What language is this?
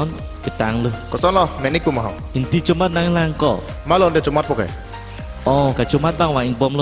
Karbi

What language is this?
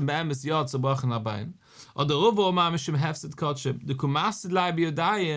Yiddish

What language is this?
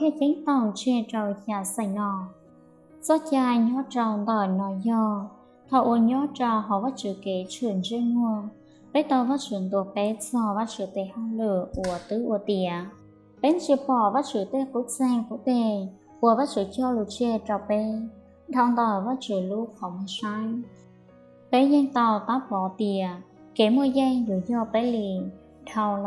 Hmong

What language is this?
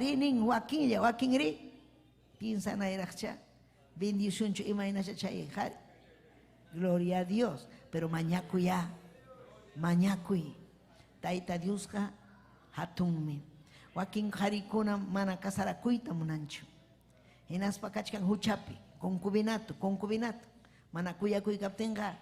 Ayacucho Quechua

